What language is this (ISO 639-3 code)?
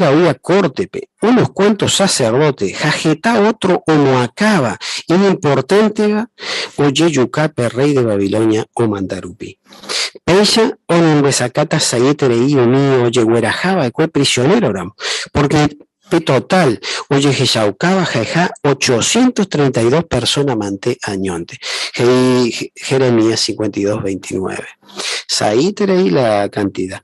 grn